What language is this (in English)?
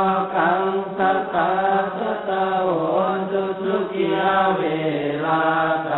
Pali